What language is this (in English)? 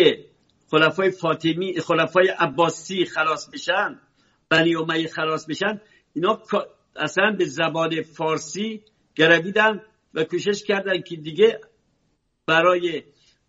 Persian